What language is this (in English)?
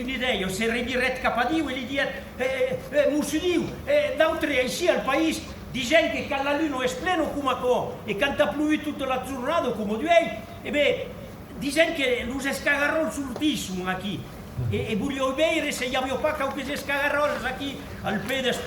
Occitan